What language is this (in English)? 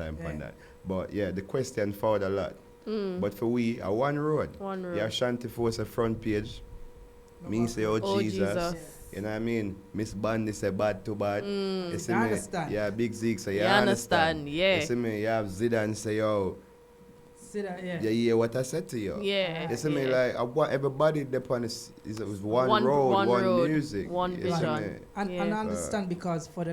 Jamaican Creole English